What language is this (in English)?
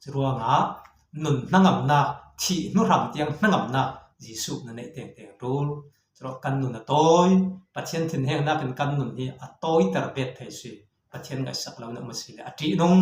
Falam Chin